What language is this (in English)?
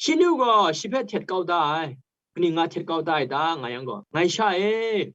Kachin